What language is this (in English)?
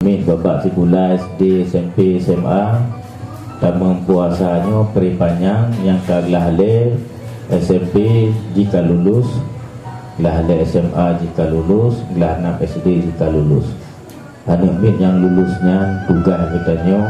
Achinese